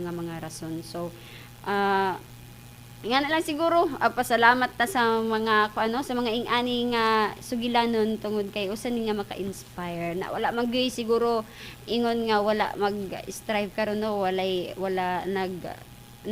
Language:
Cebuano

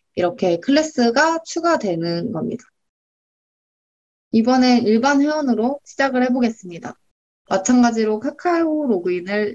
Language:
Korean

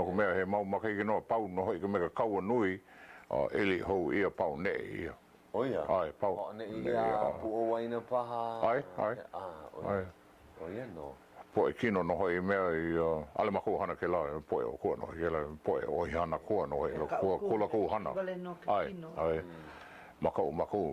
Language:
Hawaiian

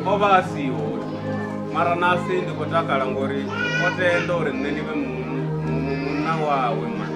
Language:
Venda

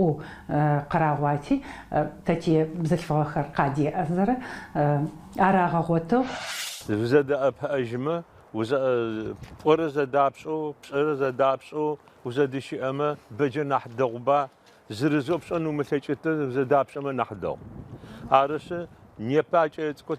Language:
Adyghe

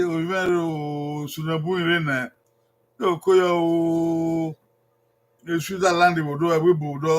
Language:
Bini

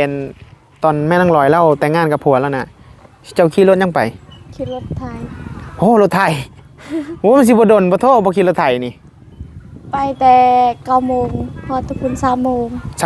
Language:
Northeastern Thai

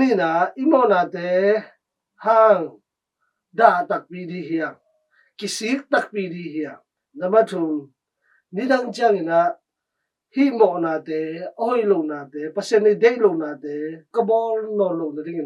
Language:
Tedim Chin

